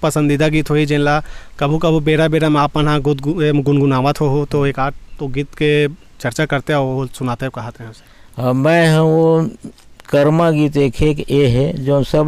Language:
Chhattisgarhi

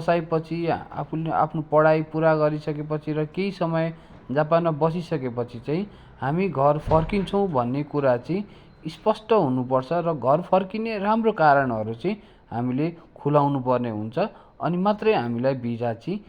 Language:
Nepali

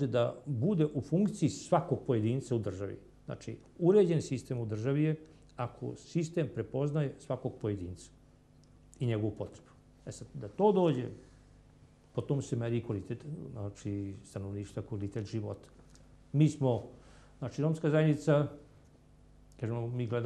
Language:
Serbian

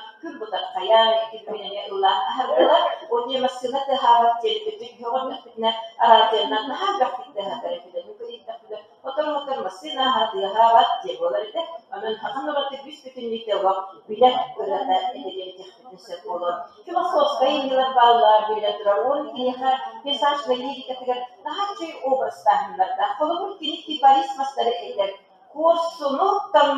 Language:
Yakut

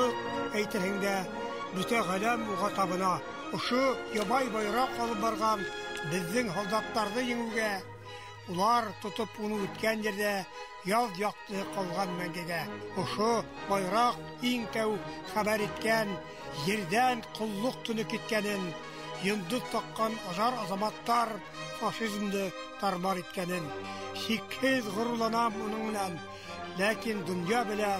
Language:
Bashkir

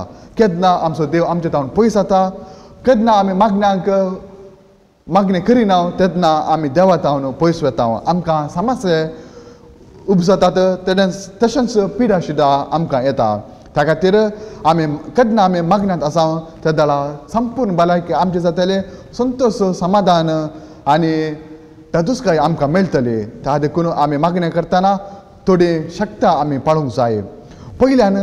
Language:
Konkani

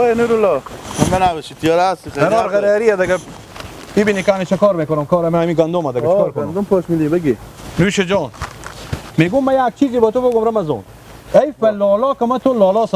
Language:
Persian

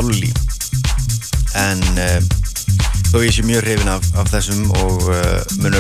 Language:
Icelandic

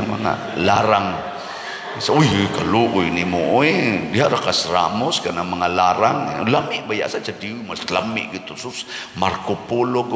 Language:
Cebuano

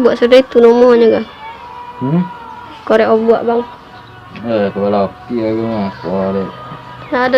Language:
Minangkabau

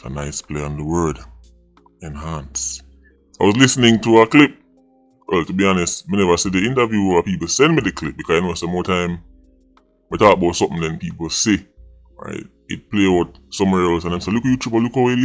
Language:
Jamaican Creole English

